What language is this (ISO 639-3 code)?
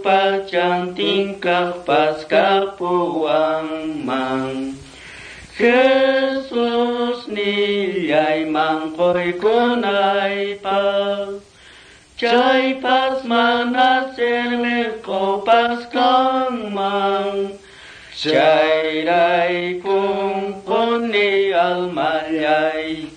que